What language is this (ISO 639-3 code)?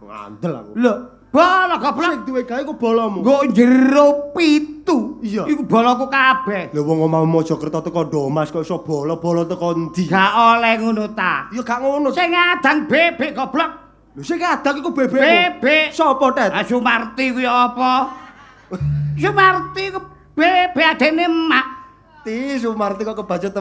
jav